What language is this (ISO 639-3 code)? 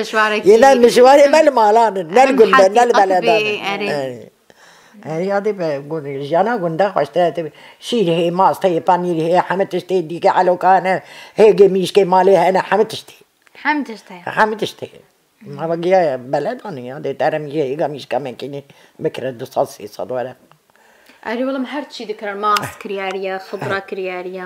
kur